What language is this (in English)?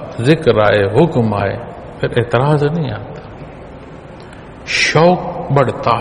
Urdu